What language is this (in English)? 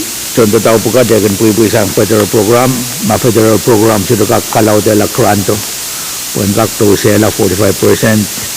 Pohnpeian